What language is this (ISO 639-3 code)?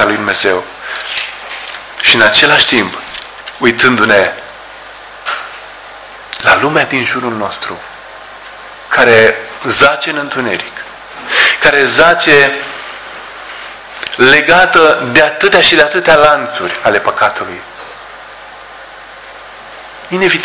ron